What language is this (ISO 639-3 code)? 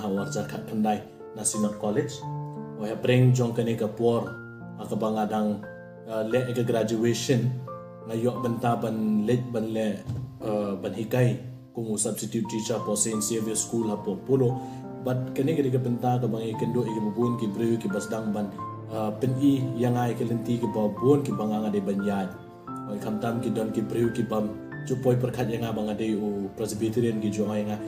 kha